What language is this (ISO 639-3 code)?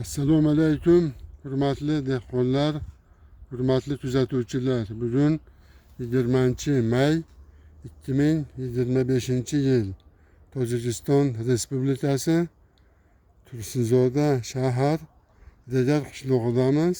uzb